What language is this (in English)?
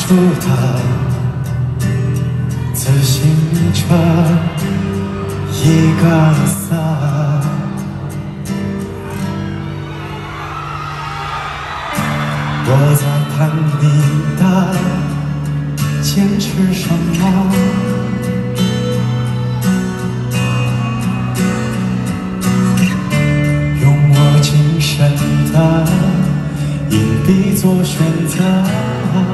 Chinese